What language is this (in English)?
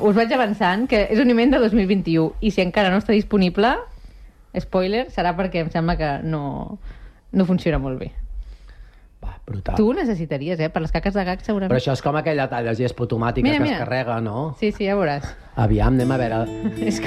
Catalan